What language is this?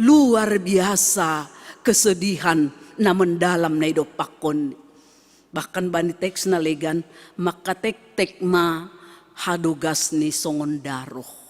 Batak Simalungun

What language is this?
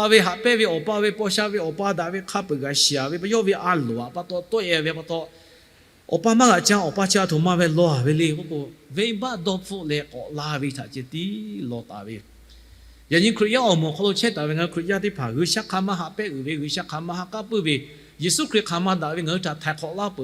Lahu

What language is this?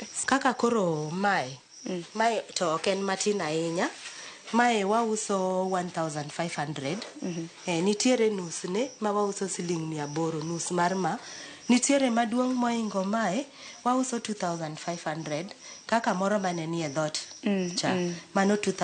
Luo (Kenya and Tanzania)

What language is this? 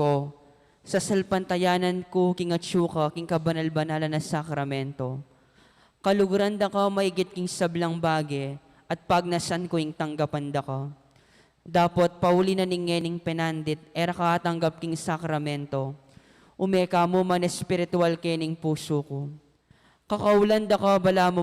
Pampanga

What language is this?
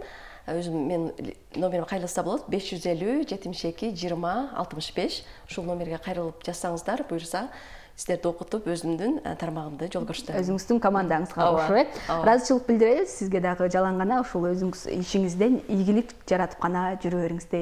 Kyrgyz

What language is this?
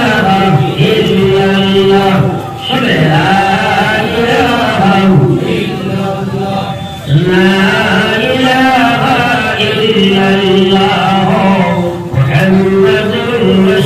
Sylheti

